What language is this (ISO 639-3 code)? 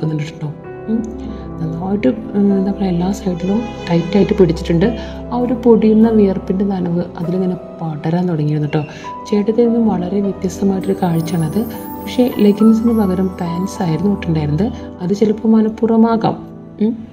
mal